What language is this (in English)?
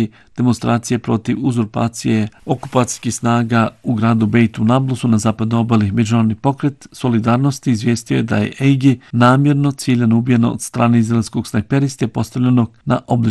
Bosnian